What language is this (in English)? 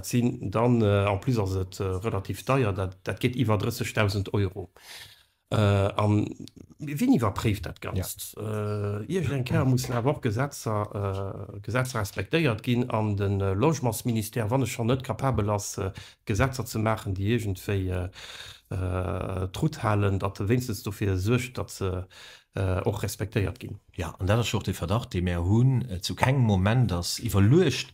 Luxembourgish